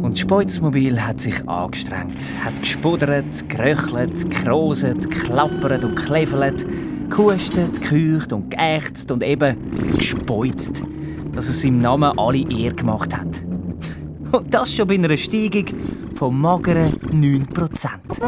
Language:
Swiss German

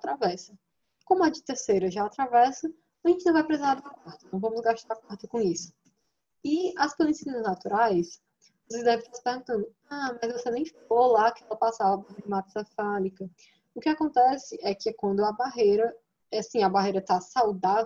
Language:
Portuguese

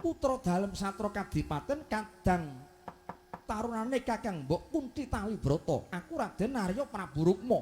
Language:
Javanese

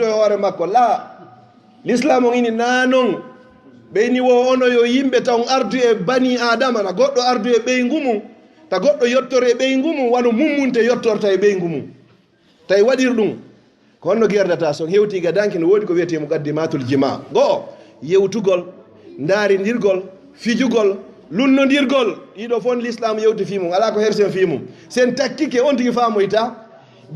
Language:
Fula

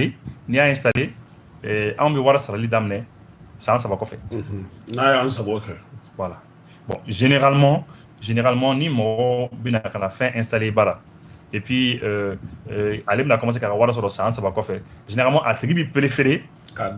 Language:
Bambara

